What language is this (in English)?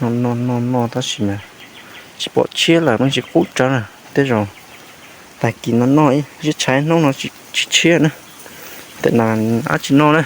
Hmong